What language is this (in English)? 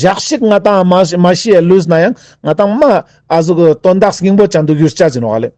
Ladakhi